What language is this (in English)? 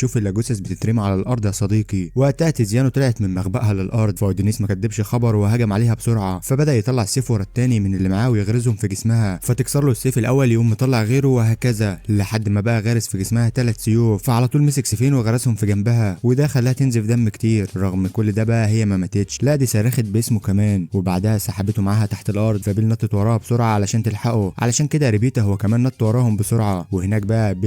Egyptian Arabic